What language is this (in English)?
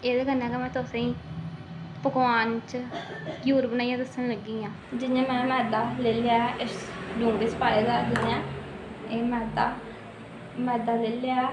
Dogri